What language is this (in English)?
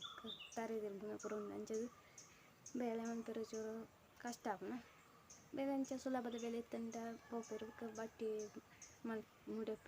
Tulu